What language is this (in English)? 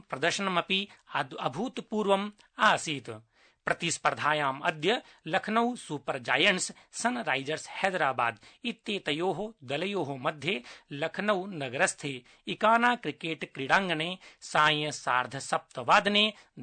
Sanskrit